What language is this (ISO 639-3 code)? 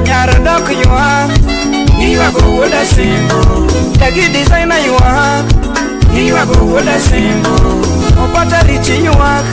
luo